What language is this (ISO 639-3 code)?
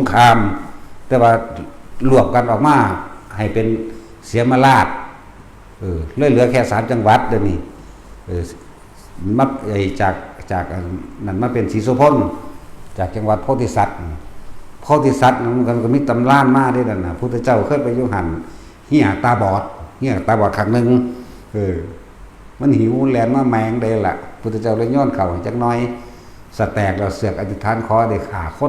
tts